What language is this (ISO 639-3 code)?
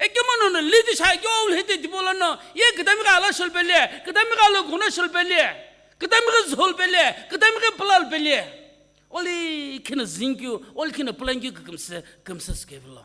nsm